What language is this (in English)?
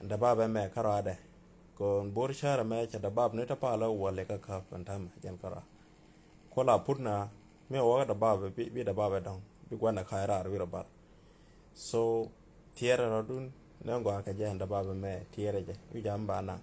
Nuer